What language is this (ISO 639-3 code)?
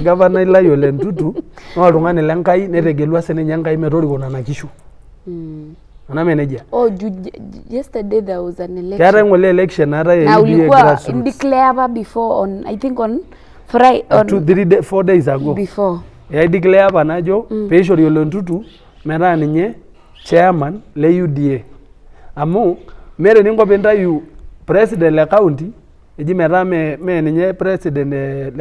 mas